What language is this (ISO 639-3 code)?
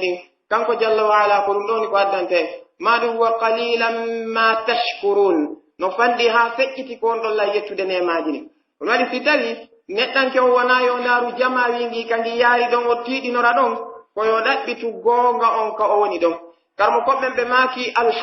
fuf